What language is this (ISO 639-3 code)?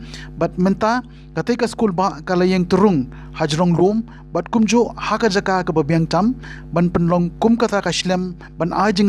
kha